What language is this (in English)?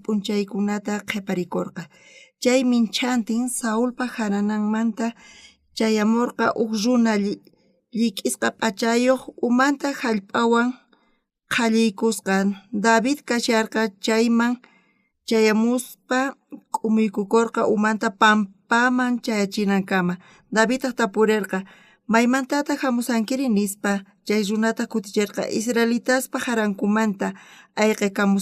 South Bolivian Quechua